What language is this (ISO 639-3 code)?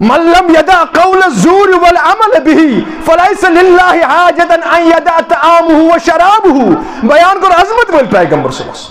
kas